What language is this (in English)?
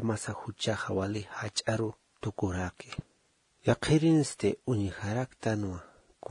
Aymara